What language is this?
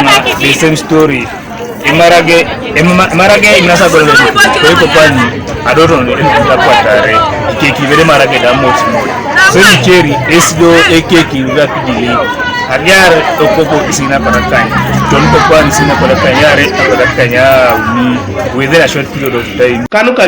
Teso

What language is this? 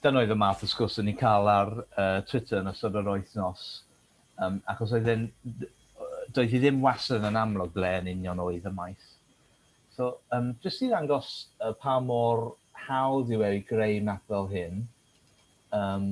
Welsh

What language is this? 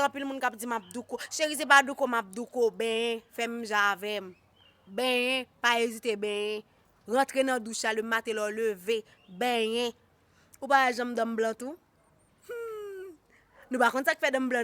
Haitian Creole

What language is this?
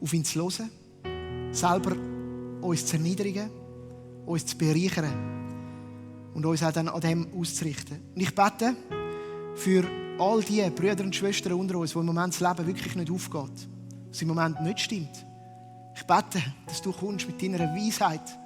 Swiss German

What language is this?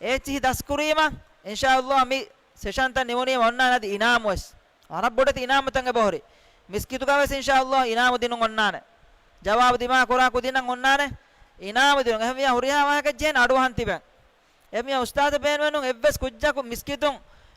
Divehi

